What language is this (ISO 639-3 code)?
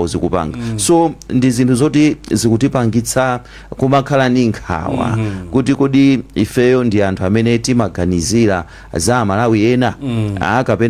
nya